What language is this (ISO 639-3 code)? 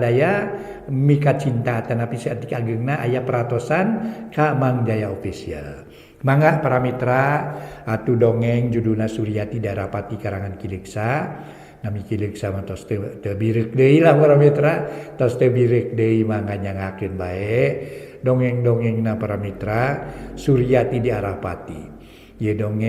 sun